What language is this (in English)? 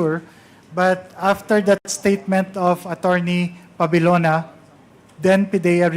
Hiligaynon